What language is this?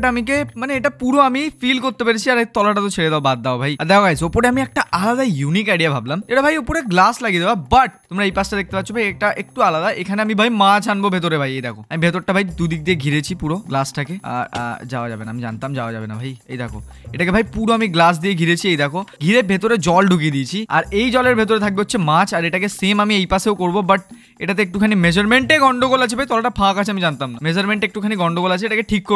Bangla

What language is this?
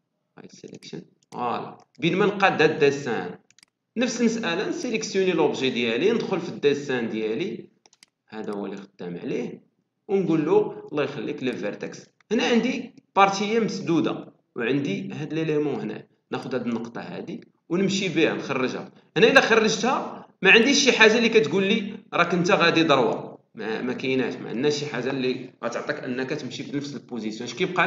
Moroccan Arabic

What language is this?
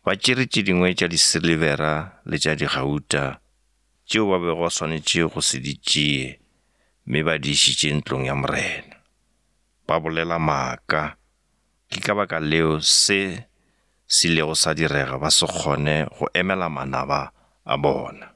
Northern Sotho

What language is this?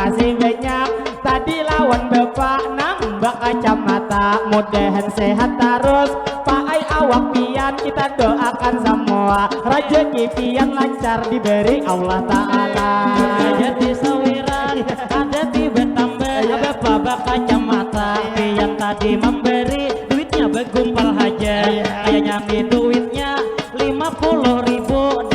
Banjar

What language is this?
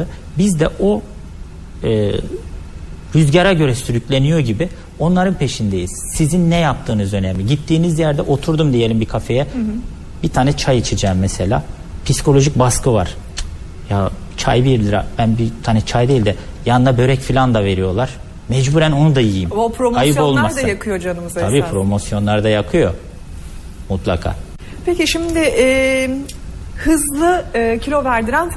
Turkish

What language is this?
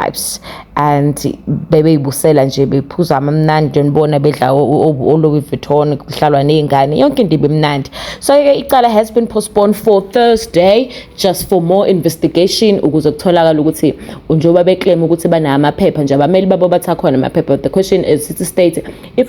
Zulu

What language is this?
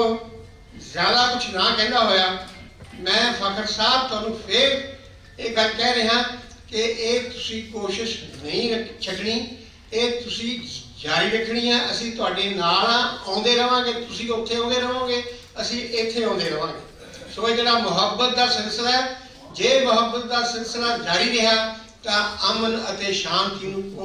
Western Panjabi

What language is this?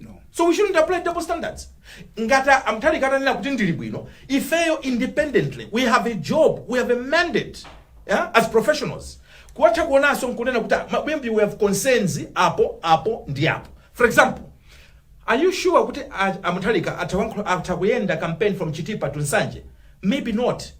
Nyanja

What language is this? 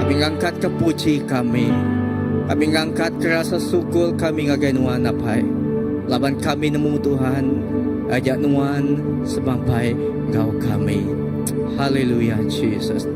Iban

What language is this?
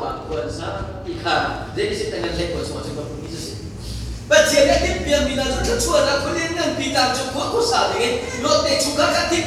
Hakha Chin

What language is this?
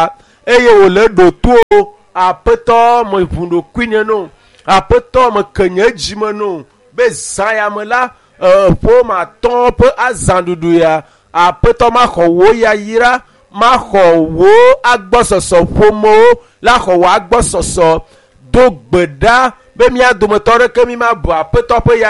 Ewe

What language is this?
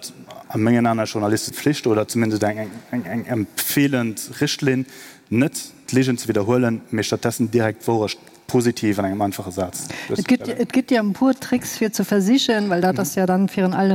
Luxembourgish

